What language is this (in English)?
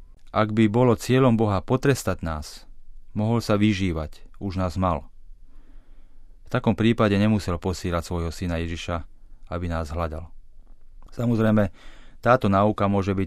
Slovak